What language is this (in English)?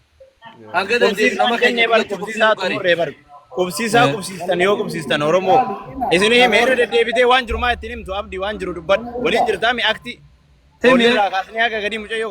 Oromo